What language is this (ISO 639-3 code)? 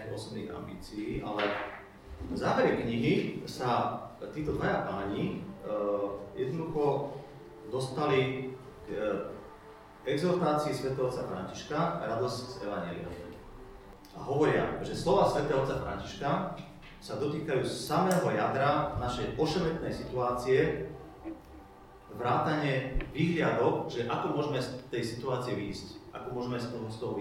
slk